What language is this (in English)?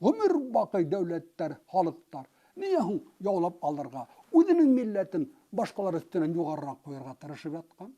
Bashkir